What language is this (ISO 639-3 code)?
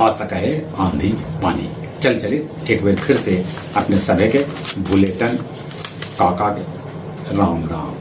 mag